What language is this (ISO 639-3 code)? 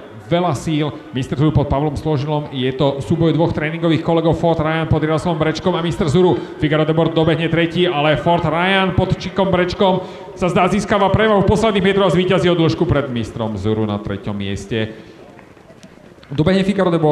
slk